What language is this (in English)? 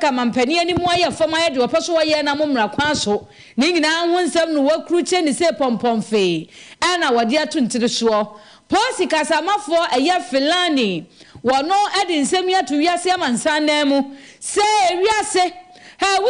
Akan